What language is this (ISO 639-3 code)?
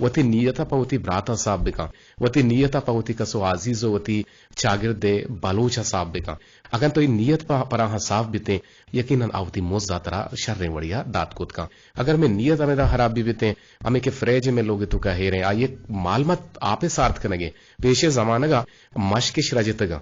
bgp